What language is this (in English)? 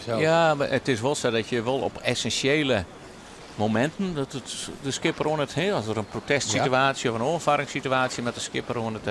Western Frisian